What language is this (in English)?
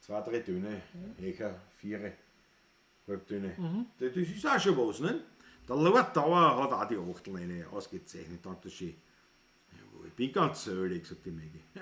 Bavarian